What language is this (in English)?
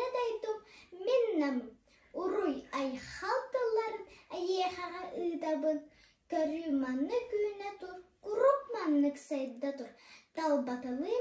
Yakut